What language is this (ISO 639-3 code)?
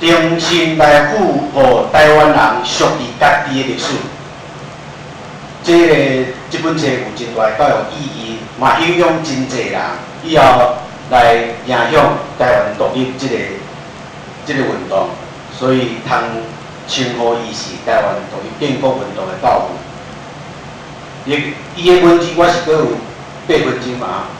nan